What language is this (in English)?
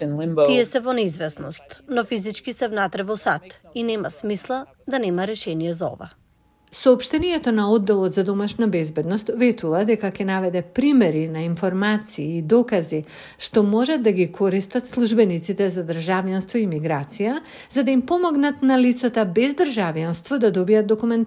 Macedonian